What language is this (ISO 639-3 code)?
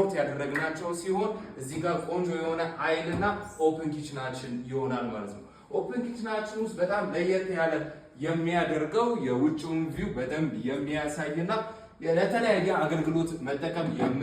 amh